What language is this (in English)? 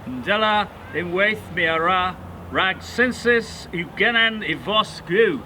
Cornish